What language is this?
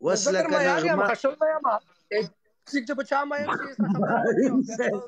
Pashto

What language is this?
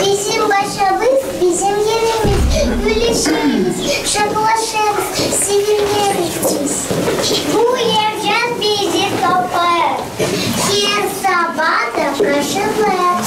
Gagauz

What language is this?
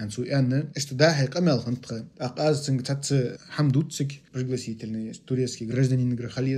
Ingush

